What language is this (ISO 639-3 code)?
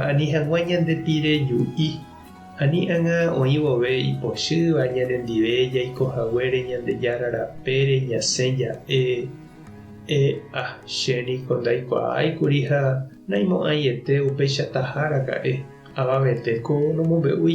grn